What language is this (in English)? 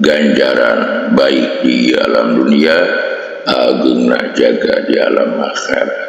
Sundanese